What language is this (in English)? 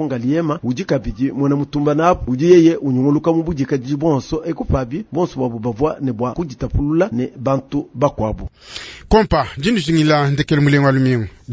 Luba-Lulua